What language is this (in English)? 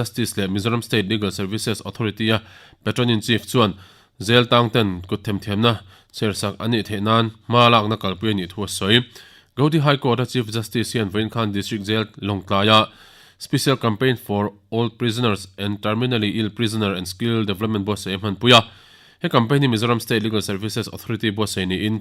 Mizo